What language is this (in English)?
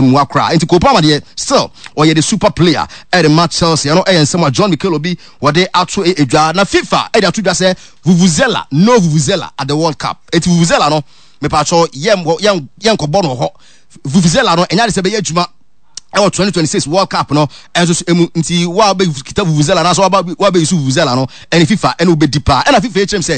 Akan